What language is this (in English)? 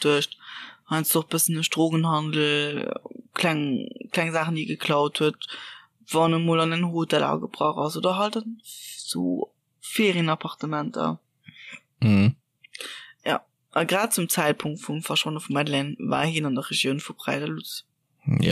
Luxembourgish